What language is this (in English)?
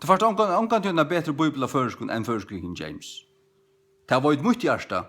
Faroese